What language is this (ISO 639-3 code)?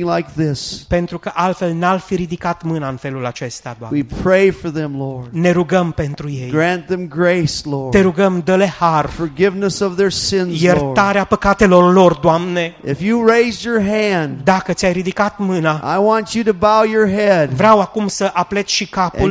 ron